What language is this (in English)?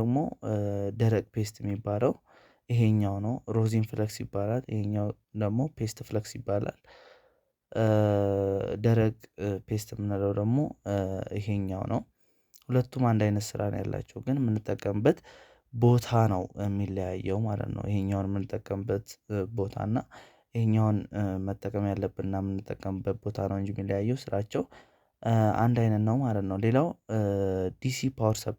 Amharic